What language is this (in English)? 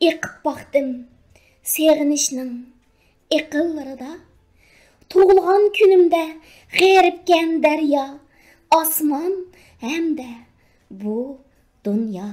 Uyghur